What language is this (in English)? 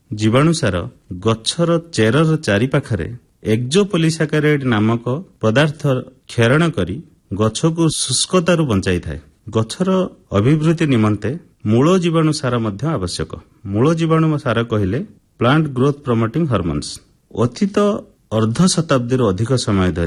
Odia